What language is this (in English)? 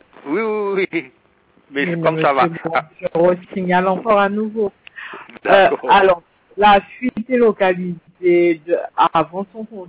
French